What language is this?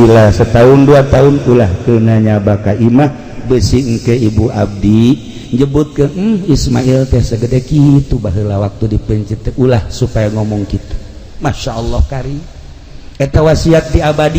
Sundanese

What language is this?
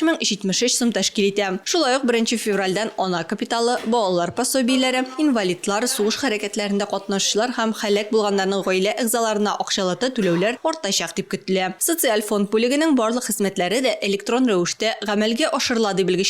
Tatar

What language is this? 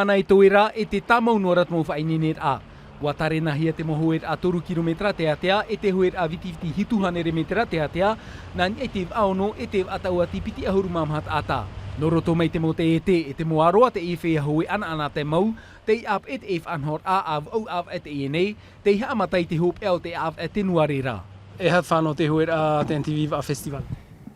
Tahitian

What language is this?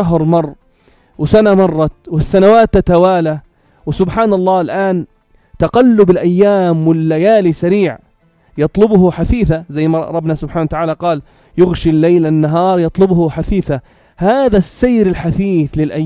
North Levantine Arabic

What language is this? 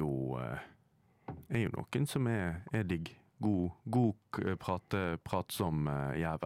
Norwegian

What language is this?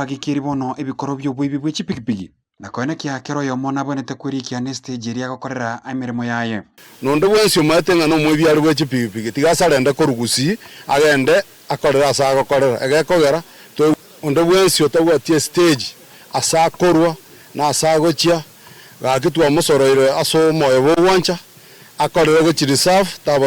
Gusii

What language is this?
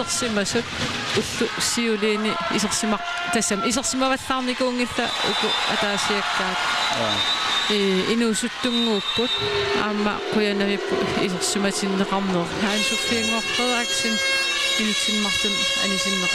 Kalaallisut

